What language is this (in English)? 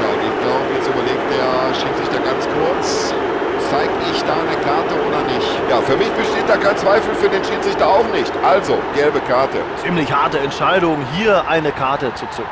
Bavarian